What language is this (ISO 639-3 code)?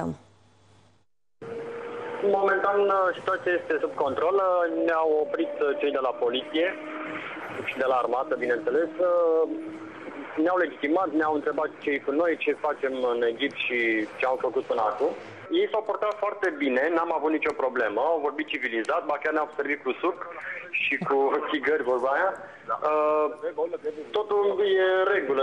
ron